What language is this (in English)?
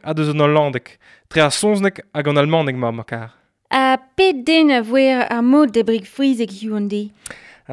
Breton